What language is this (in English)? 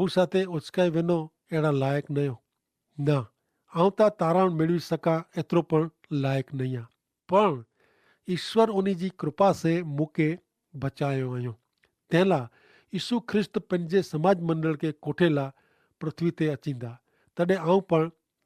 Kachhi